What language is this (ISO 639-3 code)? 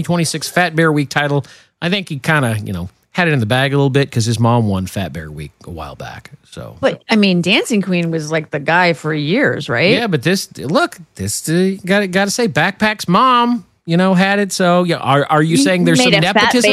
eng